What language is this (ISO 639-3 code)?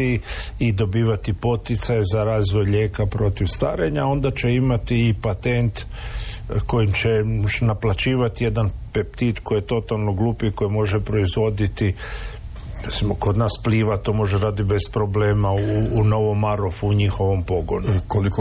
hrv